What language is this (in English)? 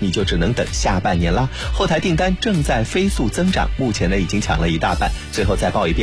Chinese